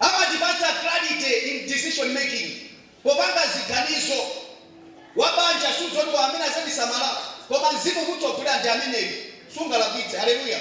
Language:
Nyanja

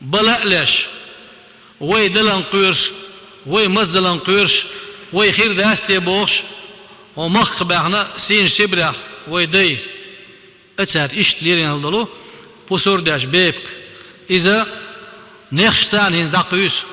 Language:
Chechen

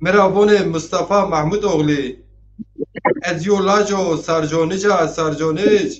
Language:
Zaza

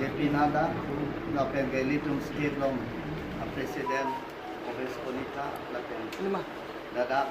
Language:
Karbi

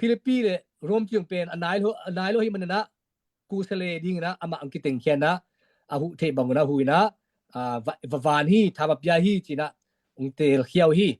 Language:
Tedim Chin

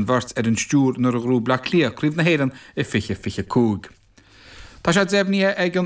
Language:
Irish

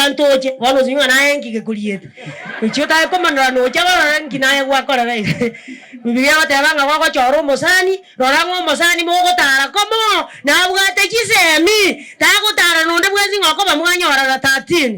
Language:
Gusii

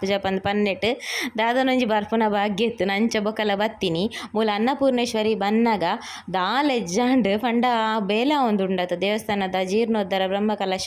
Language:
Tulu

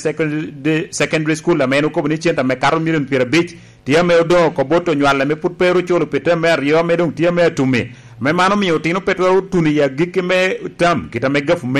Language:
Lango (Uganda)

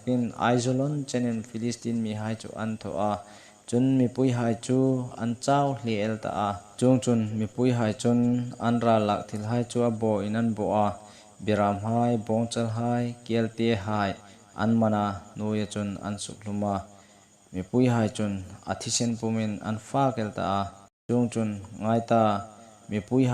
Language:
Hmar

